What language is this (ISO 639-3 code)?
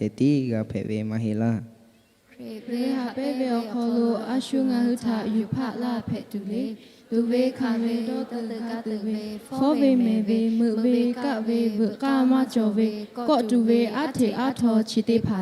lhu